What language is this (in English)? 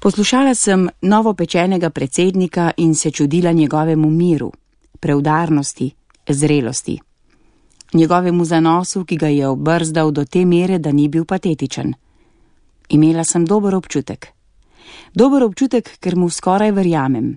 Slovenian